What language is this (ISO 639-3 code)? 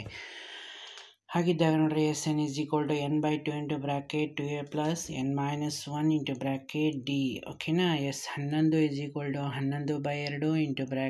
kan